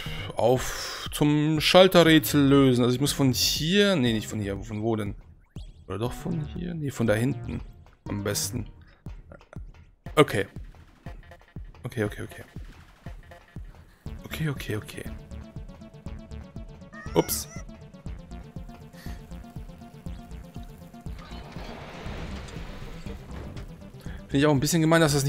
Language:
German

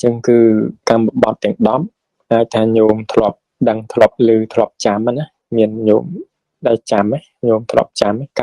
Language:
Khmer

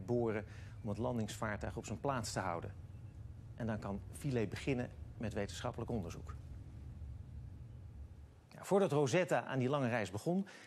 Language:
Dutch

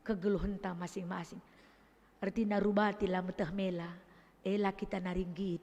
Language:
Batak Karo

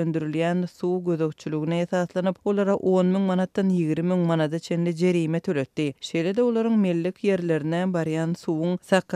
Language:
Turkmen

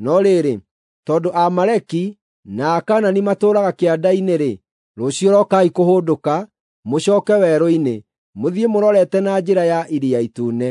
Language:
Kikuyu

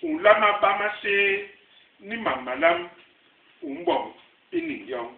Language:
Basaa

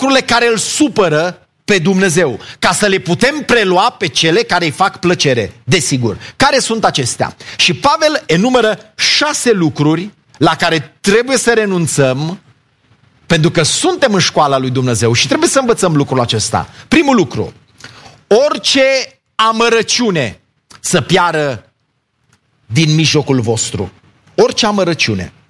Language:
Romanian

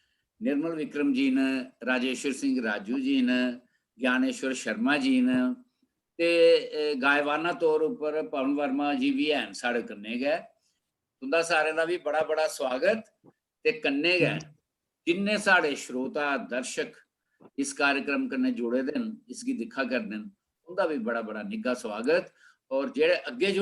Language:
Dogri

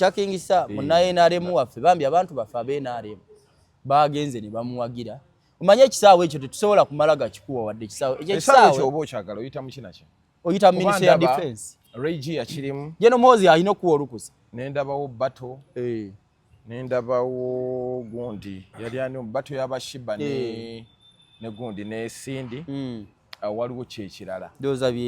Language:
Ganda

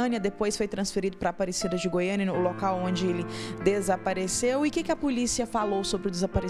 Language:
Portuguese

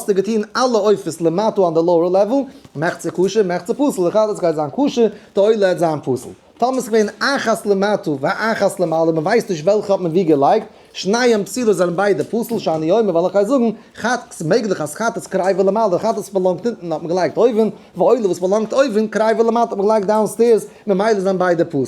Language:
Yiddish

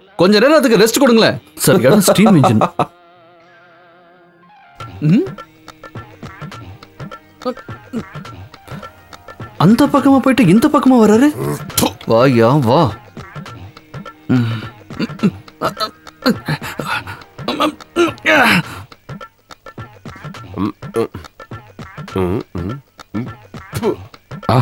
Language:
Tamil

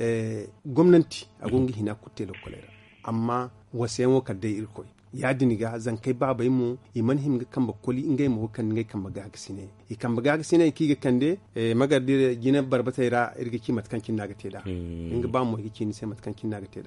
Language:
Zarma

